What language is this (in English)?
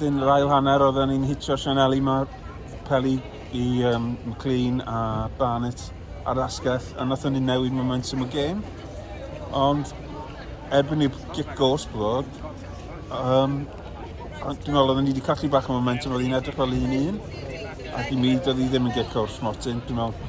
Welsh